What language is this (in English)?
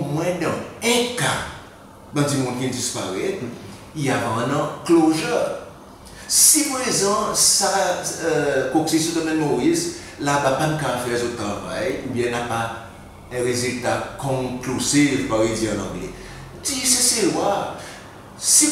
Seselwa Creole French